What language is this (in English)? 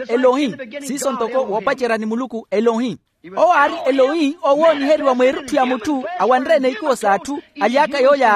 Makhuwa